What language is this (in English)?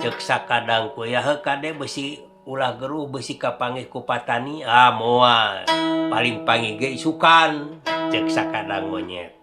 Sundanese